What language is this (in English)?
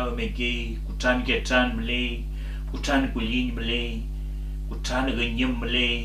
Mapuche